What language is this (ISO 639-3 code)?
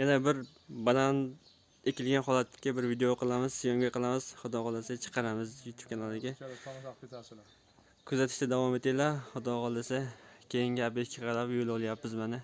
uzb